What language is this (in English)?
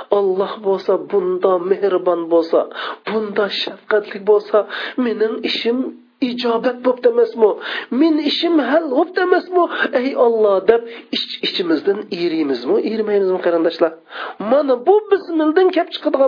Uyghur